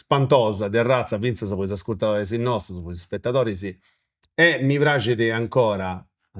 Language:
Sardinian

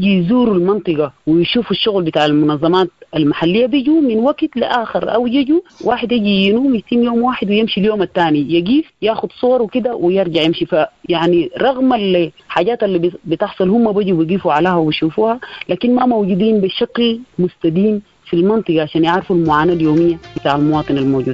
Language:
Sudanese Arabic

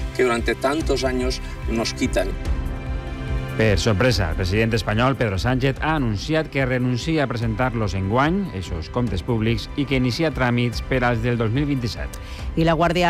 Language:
Catalan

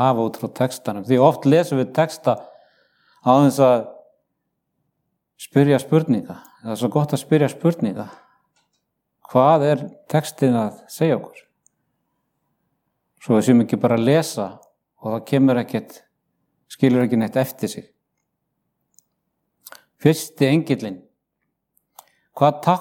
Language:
Icelandic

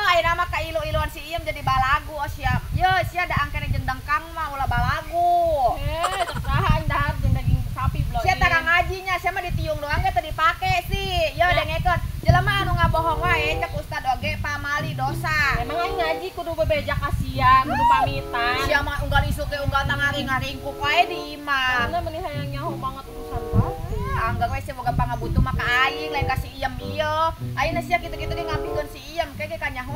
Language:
Sundanese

